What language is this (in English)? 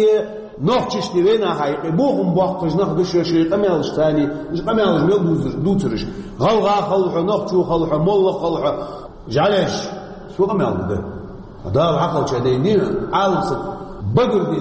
Chechen